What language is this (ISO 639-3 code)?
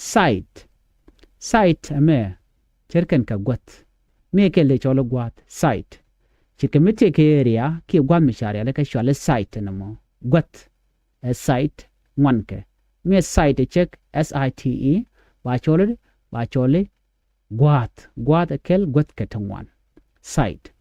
nus